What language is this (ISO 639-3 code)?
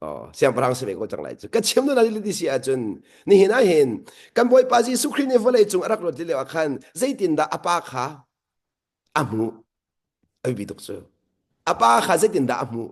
cnh